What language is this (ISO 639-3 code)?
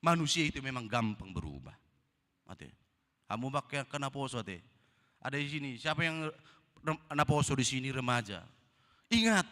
bbc